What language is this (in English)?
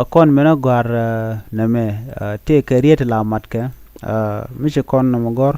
Nuer